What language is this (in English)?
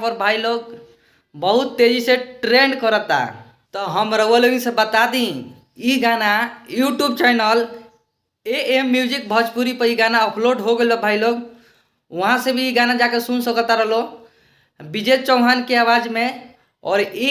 Bhojpuri